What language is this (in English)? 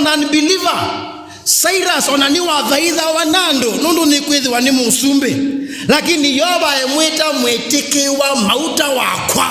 Kamba